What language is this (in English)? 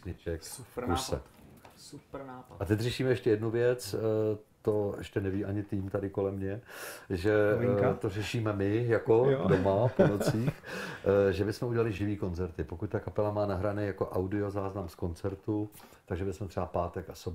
Czech